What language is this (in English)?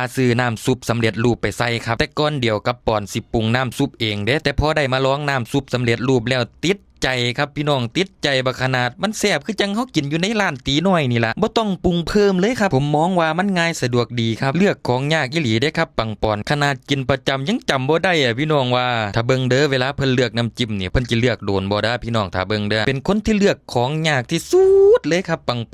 Northeastern Thai